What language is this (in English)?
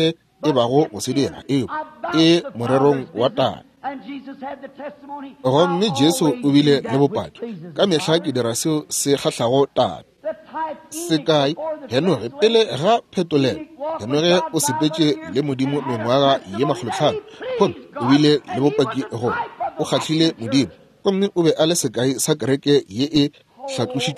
Northern Sotho